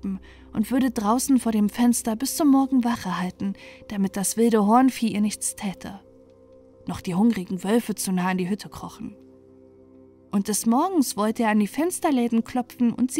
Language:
German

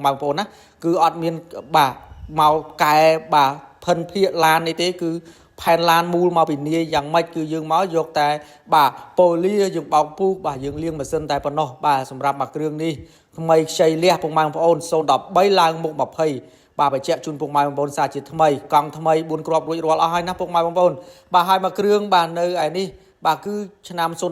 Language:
Khmer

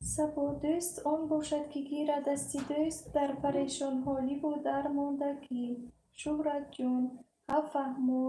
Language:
Tajik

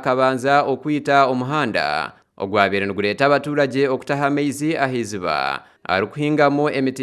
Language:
Nyankole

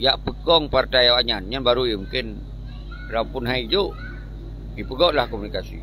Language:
Achinese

